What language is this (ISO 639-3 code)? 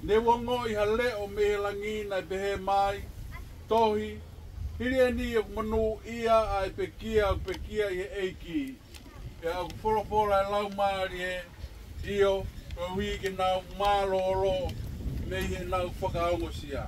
ton